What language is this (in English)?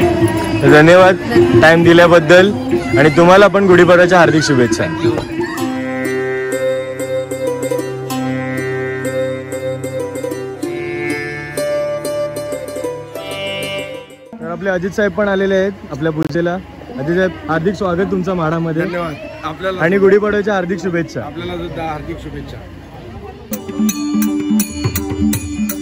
Marathi